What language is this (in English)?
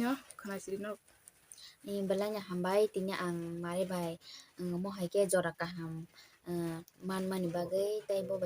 Kok Borok